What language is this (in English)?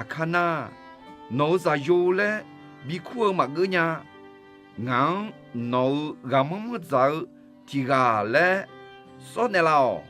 Akha